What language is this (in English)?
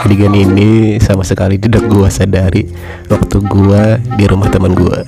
Banjar